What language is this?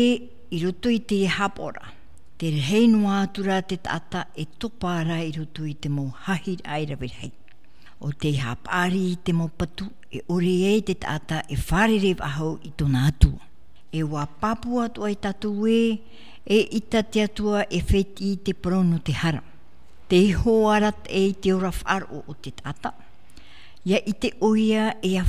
Tahitian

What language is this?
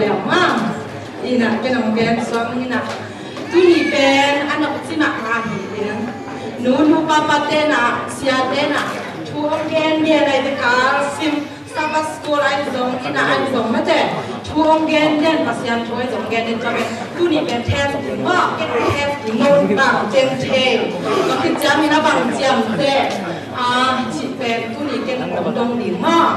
Tedim Chin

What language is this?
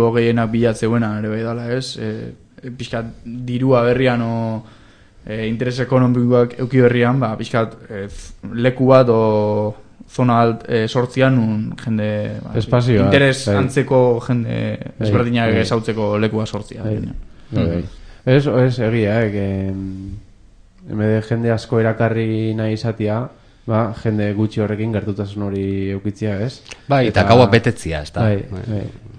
Basque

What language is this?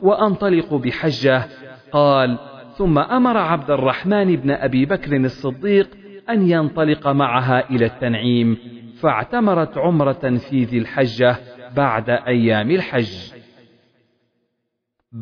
Arabic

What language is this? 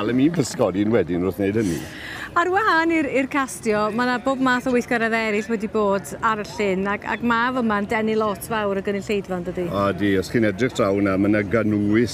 Welsh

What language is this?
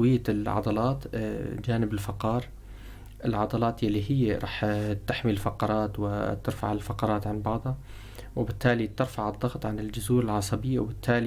North Levantine Arabic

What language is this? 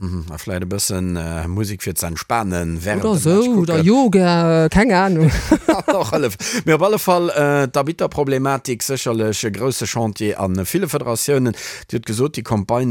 Luxembourgish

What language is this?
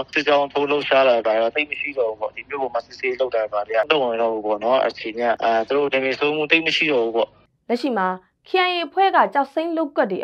Burmese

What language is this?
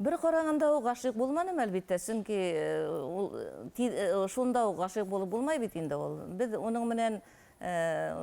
Bashkir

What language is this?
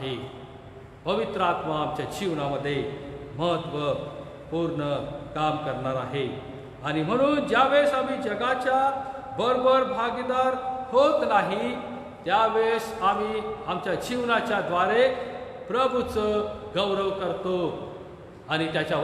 Marathi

